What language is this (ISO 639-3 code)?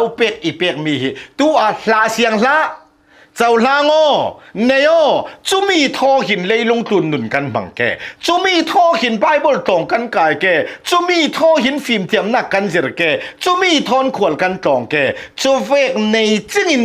cnh